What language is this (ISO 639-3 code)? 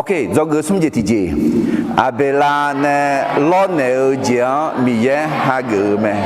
ahk